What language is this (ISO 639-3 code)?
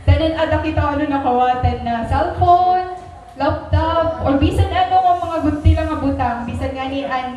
war